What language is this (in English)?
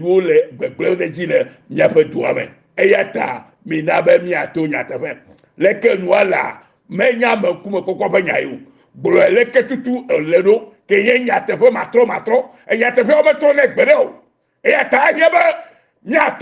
Ewe